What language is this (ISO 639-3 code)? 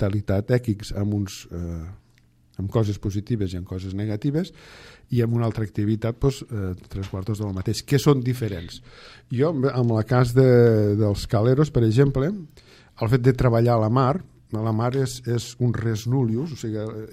cat